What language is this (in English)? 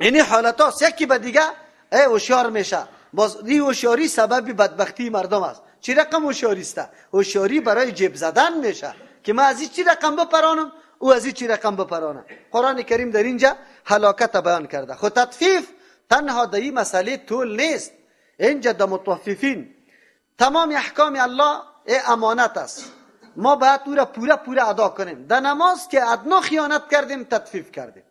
Persian